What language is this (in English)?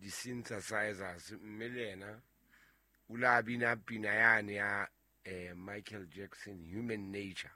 Southern Sotho